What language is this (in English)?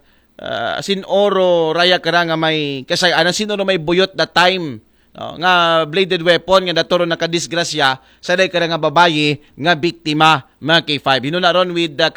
Aklanon